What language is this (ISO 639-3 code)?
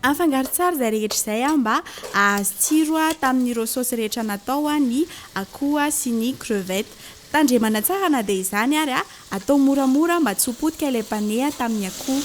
mlg